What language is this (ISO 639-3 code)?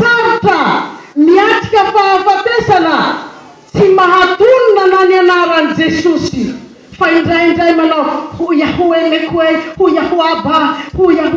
mlg